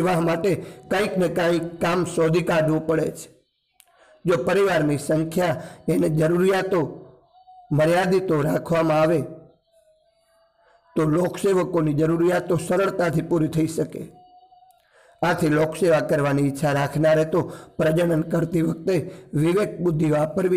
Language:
Gujarati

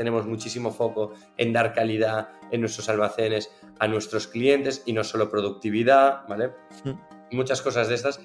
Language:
Spanish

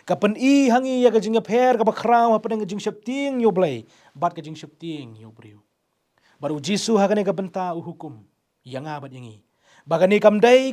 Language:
Khasi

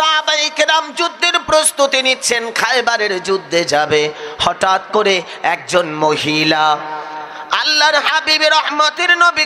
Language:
Bangla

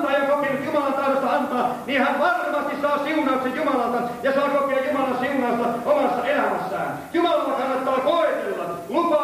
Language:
Finnish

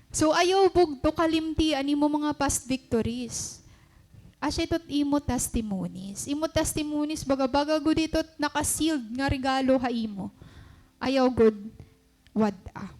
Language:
Waray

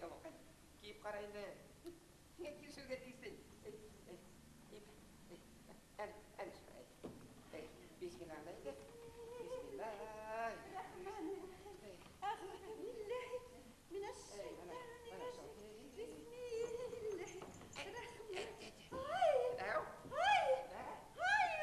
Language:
Bashkir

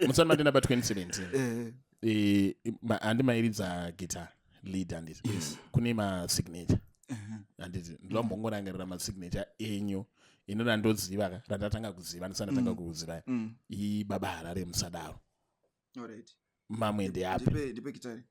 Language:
Shona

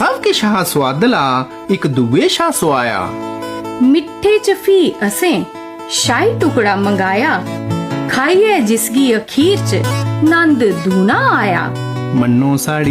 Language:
Dogri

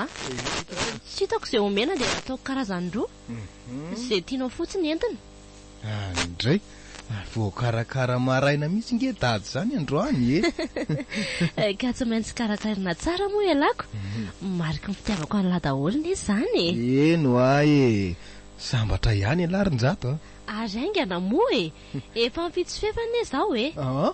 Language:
Malagasy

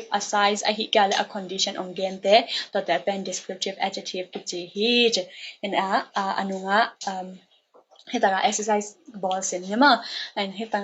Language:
Tedim Chin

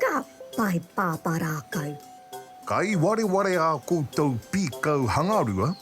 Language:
Māori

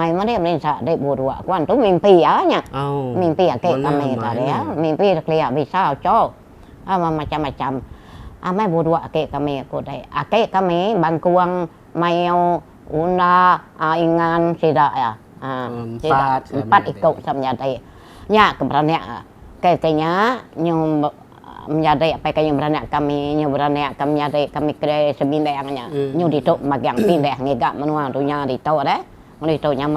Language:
Iban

